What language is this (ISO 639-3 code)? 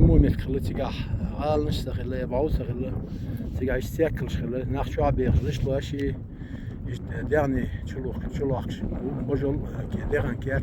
che